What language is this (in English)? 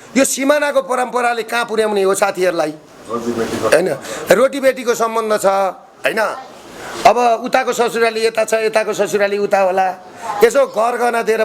Nepali